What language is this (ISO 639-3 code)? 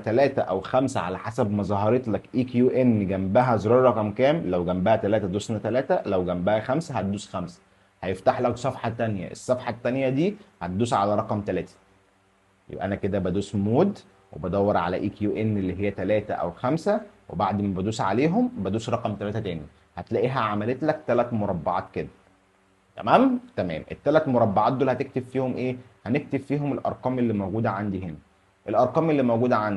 arz